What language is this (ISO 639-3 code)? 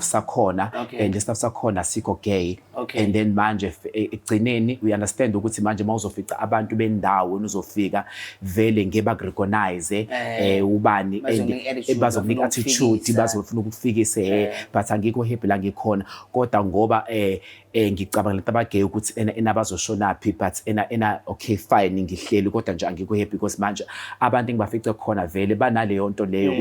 zul